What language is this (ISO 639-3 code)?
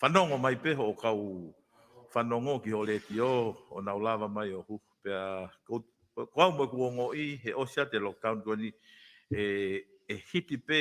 ton